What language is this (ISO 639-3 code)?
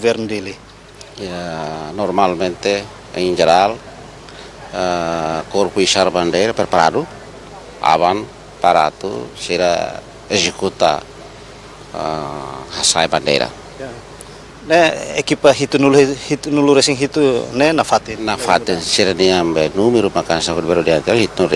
tet